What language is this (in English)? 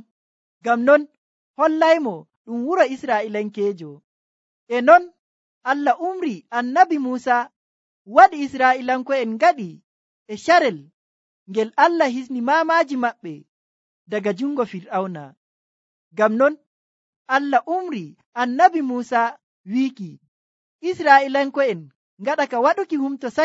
Nigerian Fulfulde